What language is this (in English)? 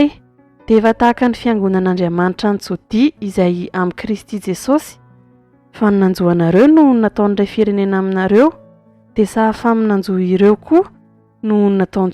Malagasy